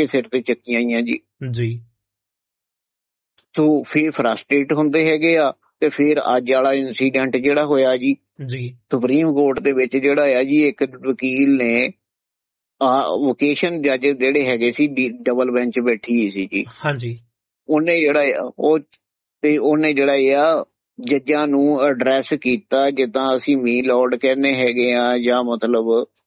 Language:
Punjabi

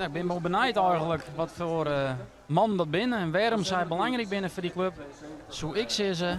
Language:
Western Frisian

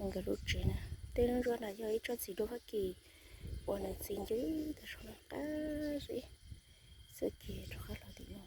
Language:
Hmong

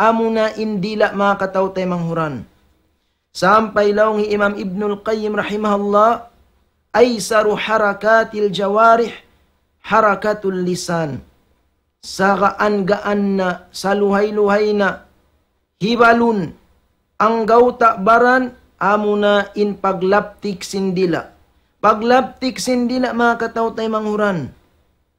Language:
Tausug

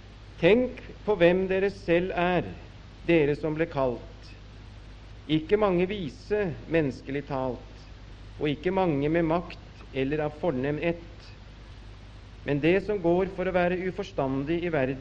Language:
Norwegian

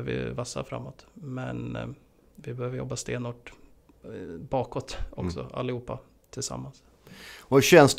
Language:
Swedish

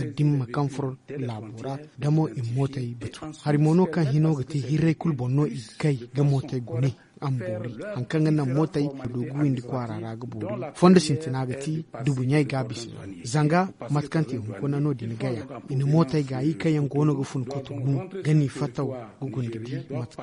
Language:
Zarma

